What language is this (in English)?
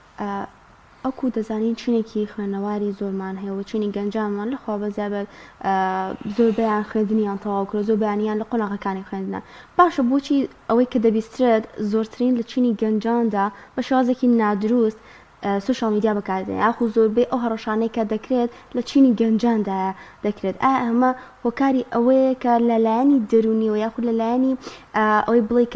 Central Kurdish